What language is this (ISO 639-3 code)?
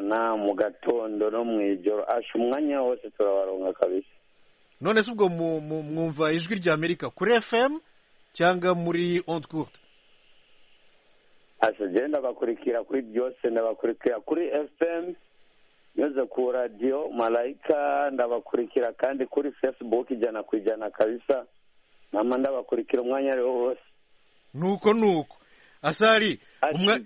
kin